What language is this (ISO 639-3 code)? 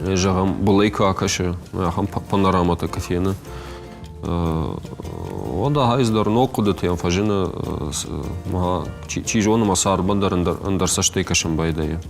oss